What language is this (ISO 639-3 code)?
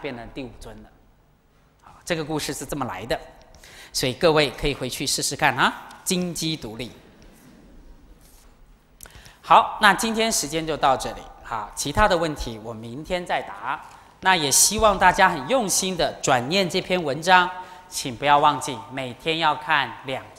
zho